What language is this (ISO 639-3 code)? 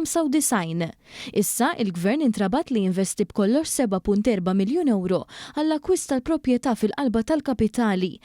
mlt